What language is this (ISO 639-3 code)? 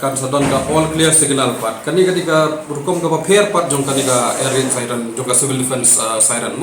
kha